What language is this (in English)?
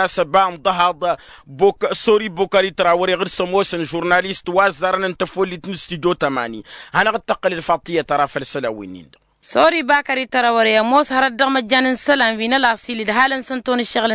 Tamasheq